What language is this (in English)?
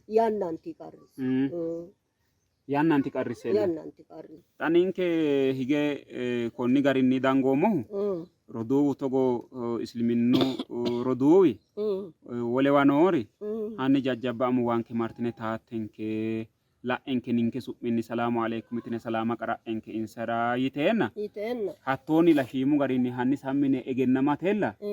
Sidamo